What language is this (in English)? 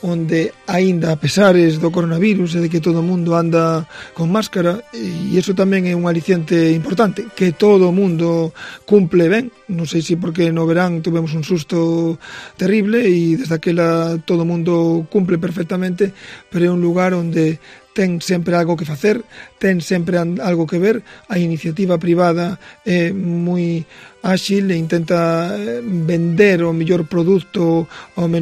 Galician